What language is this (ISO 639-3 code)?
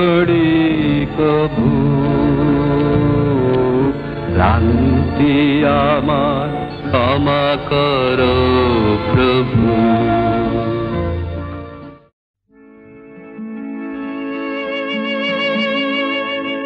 ben